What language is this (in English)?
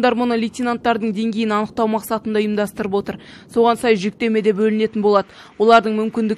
Kazakh